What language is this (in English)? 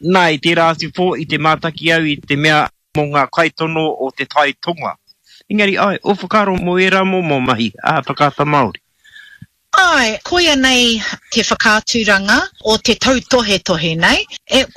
Māori